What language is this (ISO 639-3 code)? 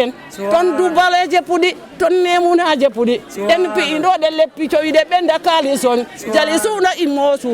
ful